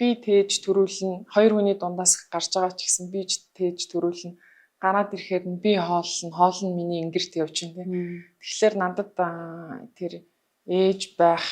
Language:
Mongolian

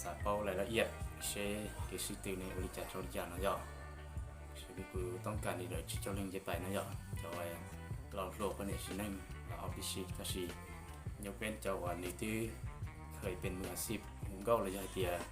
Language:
Hmong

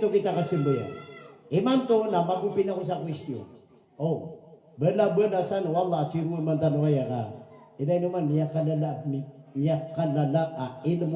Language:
Maranao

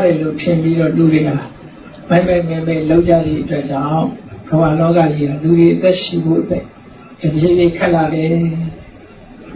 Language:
Burmese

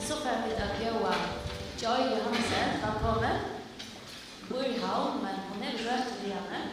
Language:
Faroese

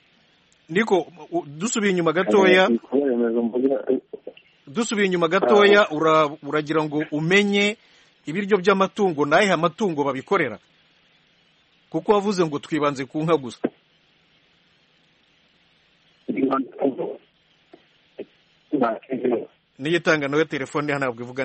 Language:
Kinyarwanda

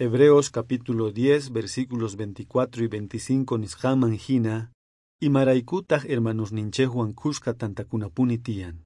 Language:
South Bolivian Quechua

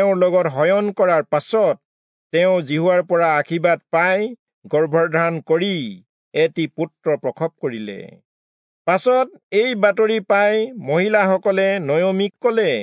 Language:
Assamese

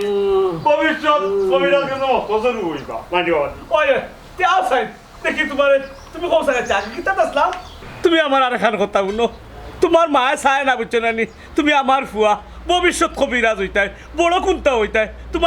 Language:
Sylheti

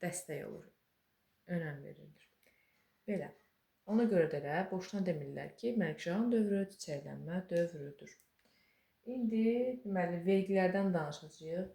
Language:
Azerbaijani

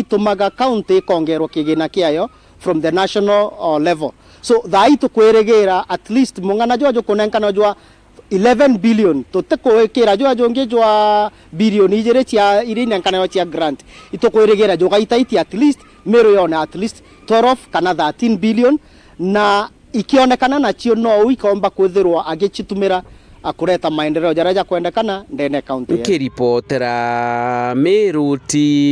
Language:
Meru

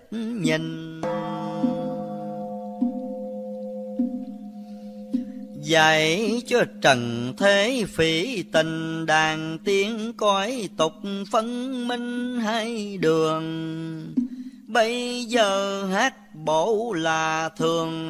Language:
Vietnamese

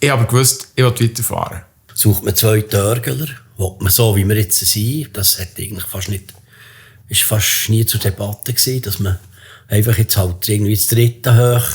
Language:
Swiss German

